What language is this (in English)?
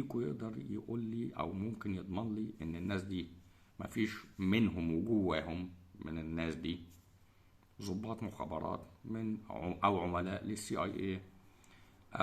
Egyptian Arabic